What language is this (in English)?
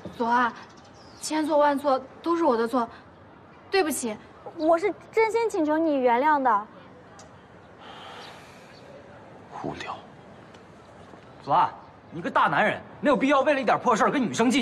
Chinese